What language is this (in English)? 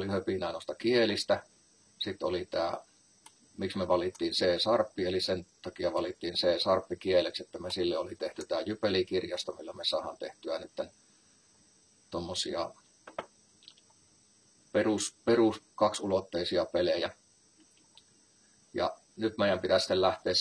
Finnish